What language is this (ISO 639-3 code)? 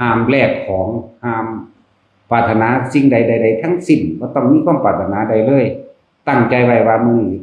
tts